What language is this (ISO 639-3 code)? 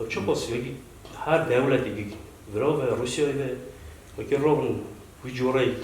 kur